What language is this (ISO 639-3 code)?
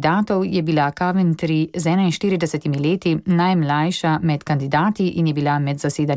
slv